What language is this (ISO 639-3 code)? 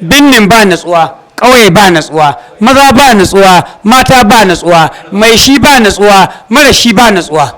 hau